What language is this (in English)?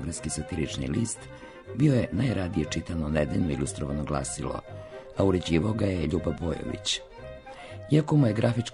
Serbian